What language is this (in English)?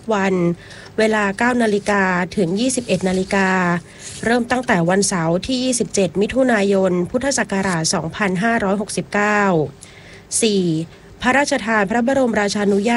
Thai